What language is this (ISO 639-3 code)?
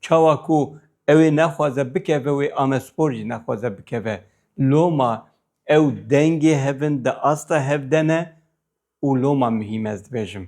kur